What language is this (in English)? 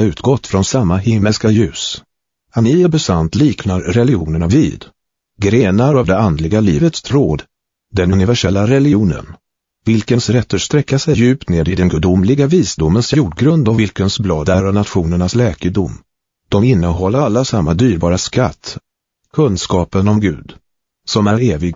Swedish